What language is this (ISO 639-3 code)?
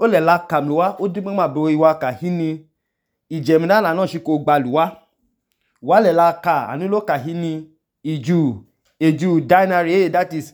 idu